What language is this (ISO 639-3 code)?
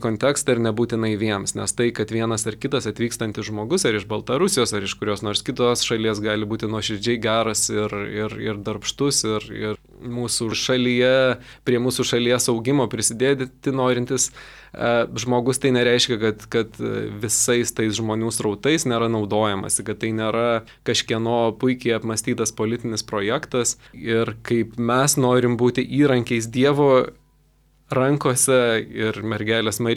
lit